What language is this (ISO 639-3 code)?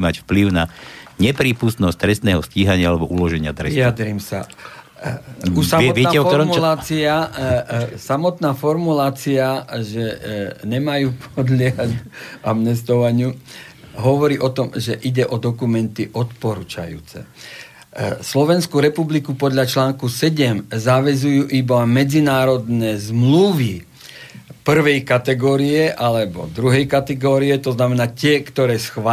slk